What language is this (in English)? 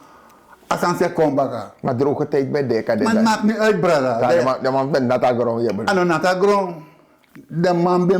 Sranan Tongo